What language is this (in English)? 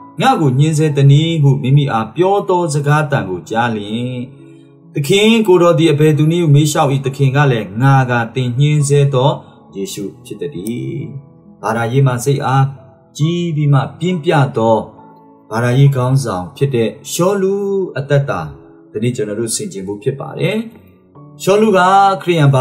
Burmese